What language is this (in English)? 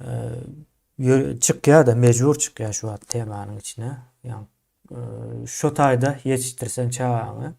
Turkmen